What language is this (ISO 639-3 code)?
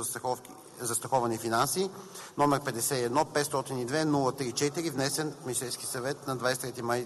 bul